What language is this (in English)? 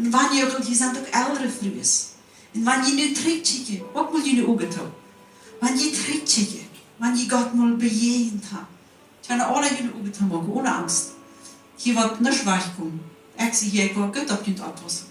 Plautdietsch